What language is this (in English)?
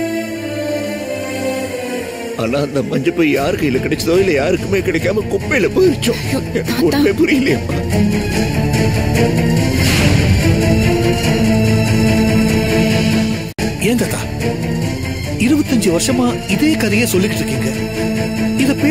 Tamil